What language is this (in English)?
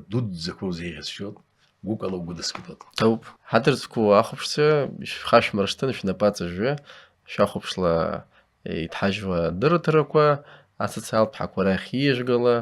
Abkhazian